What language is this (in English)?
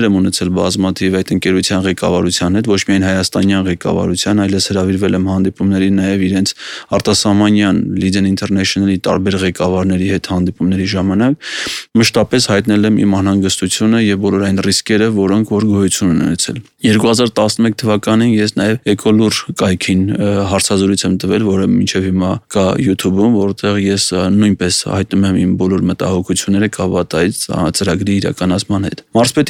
Armenian